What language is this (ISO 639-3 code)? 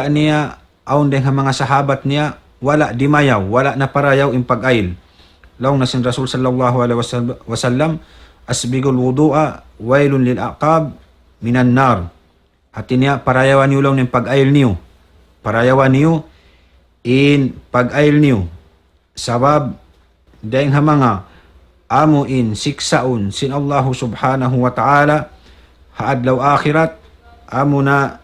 tsg